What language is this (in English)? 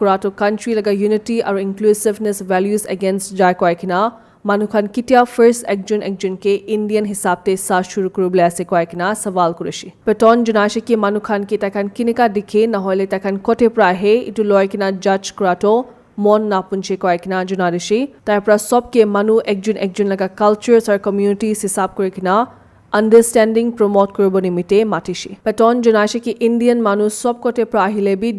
Naga Pidgin